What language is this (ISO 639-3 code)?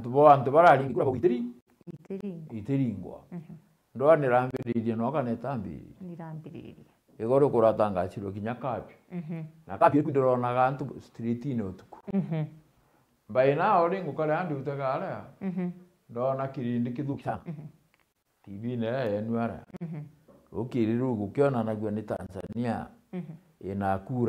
mer